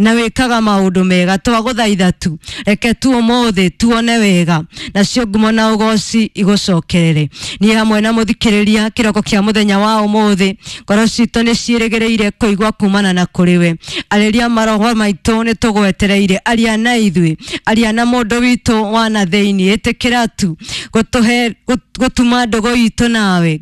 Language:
Kikuyu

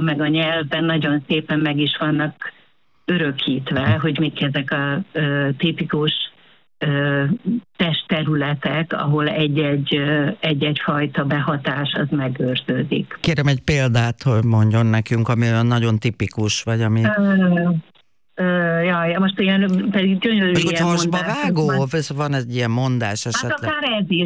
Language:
Hungarian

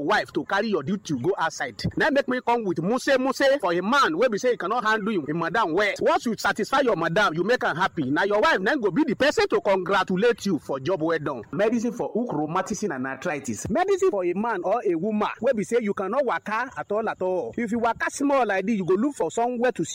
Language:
Nigerian Pidgin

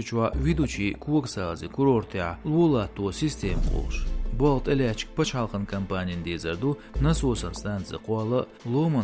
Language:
Chechen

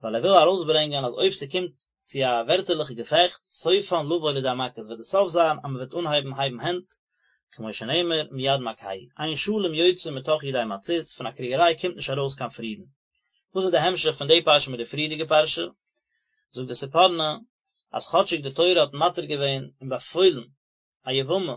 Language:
Yiddish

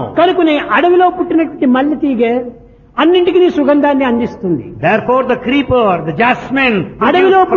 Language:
Telugu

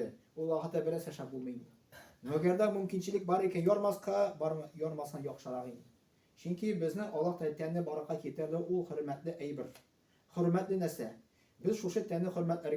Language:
Tatar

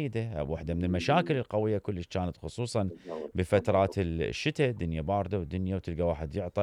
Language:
Mesopotamian Arabic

